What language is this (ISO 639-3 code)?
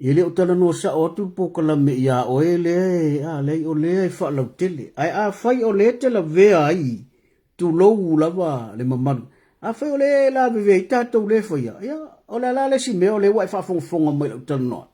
smo